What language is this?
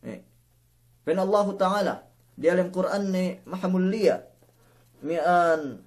Yakan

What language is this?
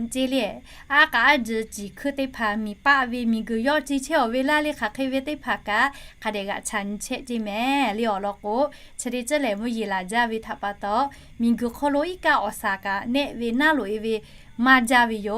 Lahu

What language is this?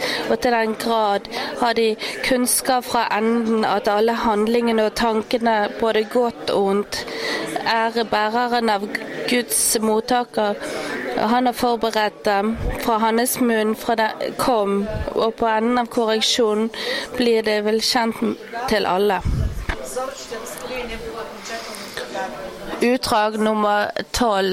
Norwegian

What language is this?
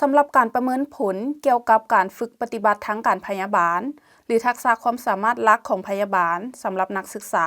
Lao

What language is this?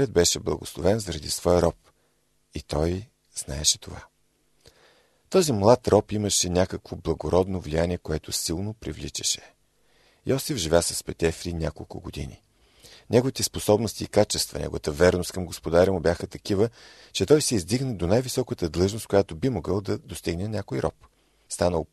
Bulgarian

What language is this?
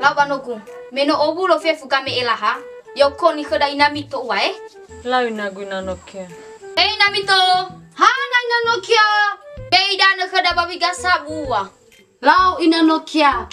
Nias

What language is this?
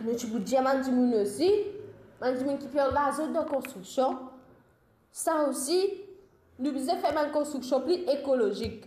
Morisyen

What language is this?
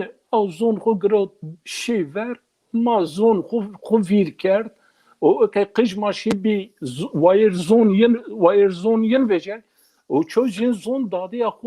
Zaza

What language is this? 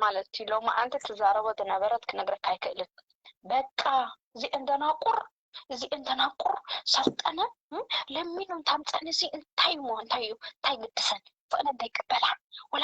Tigrinya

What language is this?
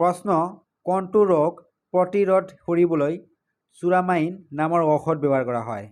Assamese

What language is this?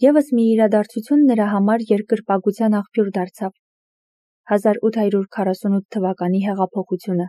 Armenian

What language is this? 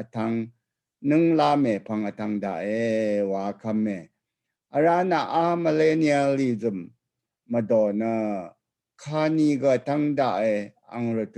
Rawang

